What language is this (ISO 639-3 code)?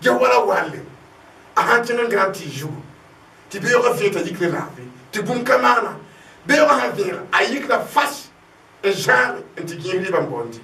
mos